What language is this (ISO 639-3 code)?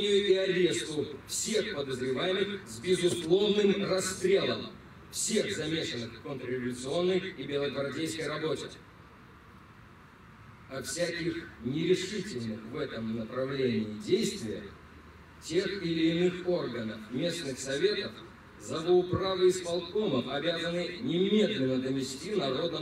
rus